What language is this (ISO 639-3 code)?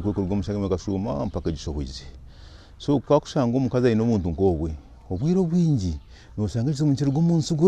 nyn